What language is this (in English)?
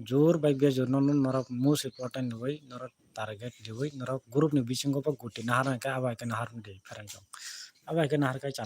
Kok Borok